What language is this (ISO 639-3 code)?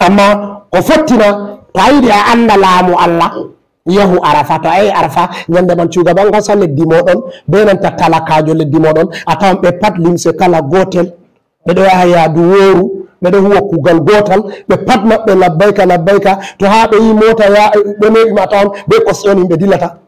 ful